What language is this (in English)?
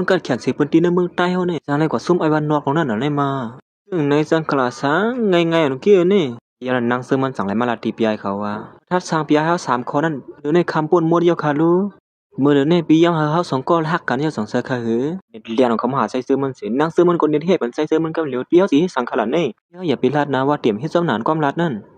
Shan